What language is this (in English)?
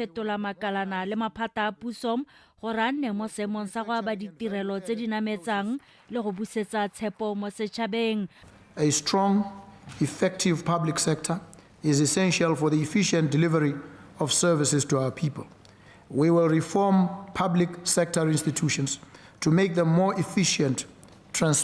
Tswana